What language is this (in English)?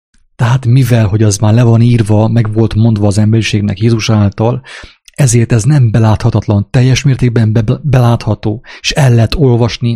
Hungarian